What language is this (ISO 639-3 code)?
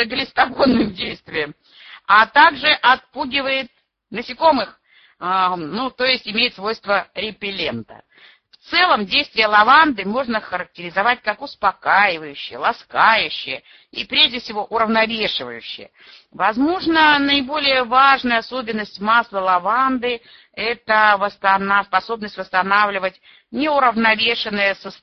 rus